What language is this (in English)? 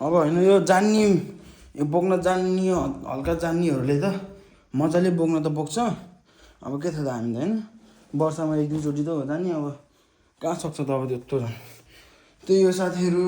Nepali